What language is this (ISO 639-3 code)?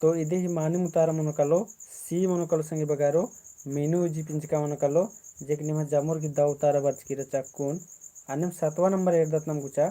kru